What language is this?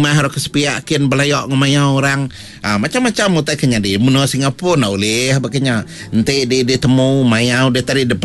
Iban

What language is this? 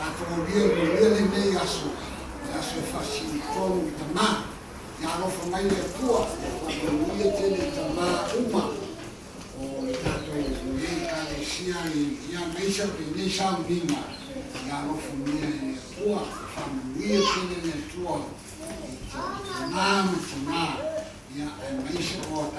Samoan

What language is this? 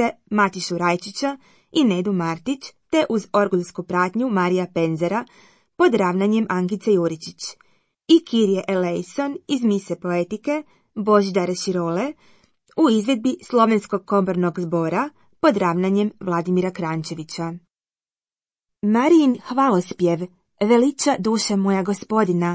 Croatian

